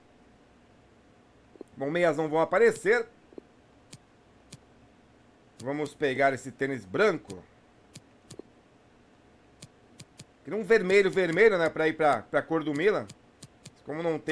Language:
Portuguese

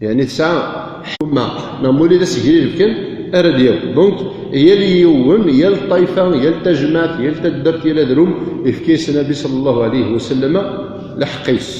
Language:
Kabyle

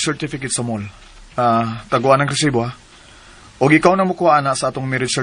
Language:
Cebuano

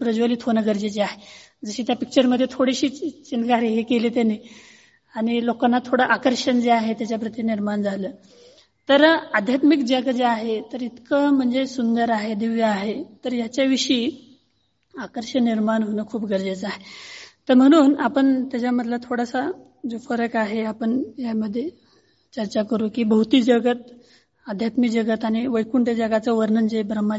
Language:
Marathi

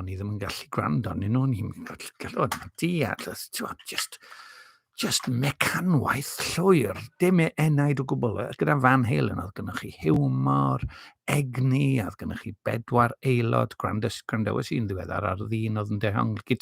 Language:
Welsh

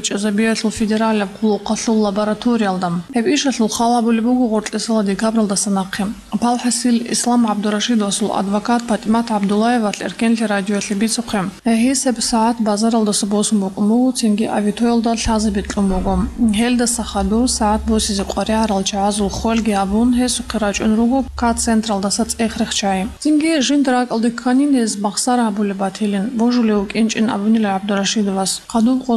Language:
Avaric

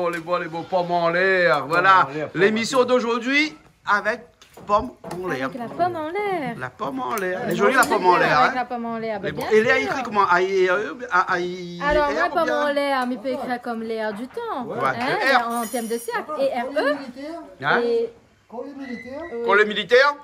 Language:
Réunion Creole French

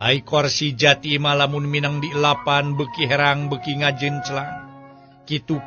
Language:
Sundanese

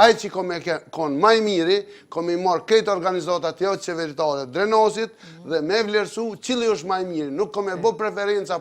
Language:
Albanian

